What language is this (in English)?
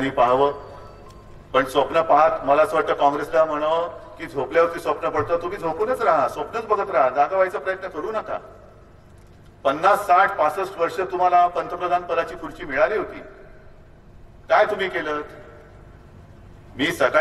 Marathi